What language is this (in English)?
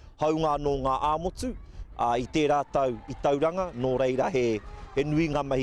Māori